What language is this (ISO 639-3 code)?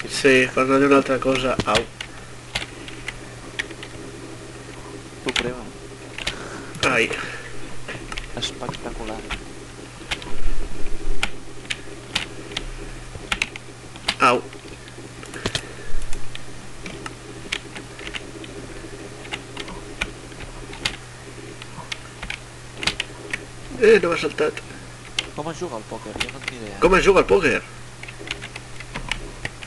cat